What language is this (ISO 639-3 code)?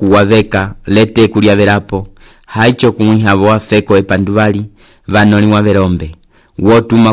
umb